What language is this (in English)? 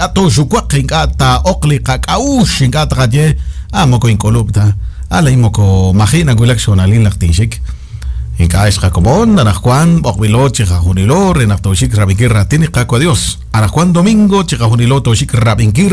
Kekchí